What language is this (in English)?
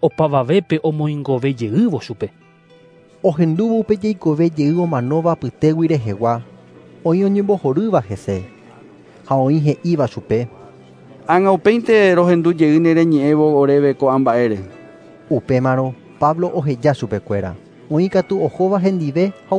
Guarani